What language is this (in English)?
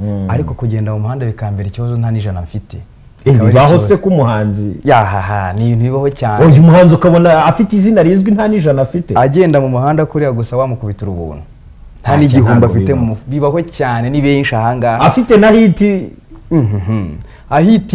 Kinyarwanda